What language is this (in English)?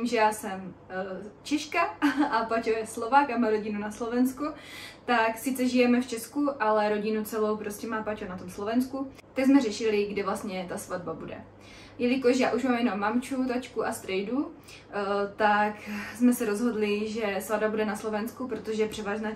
Czech